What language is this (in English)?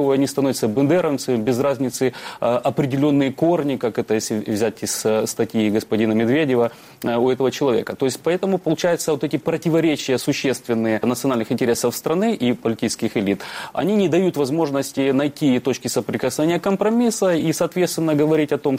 Russian